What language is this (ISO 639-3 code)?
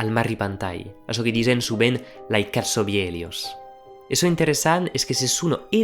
oci